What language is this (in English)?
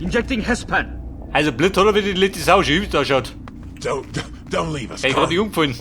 Bavarian